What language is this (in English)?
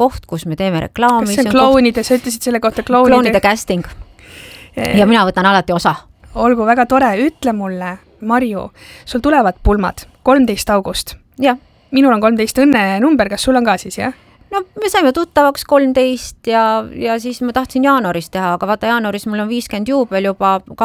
Estonian